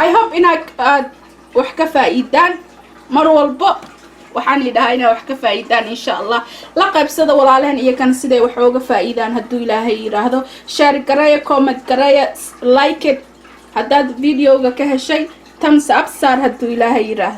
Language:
Somali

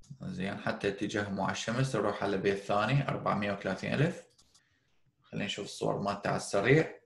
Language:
Mesopotamian Arabic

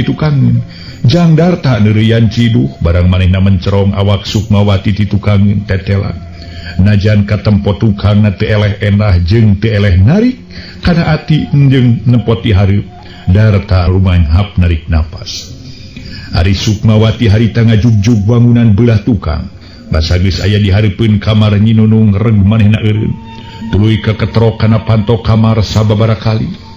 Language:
Sundanese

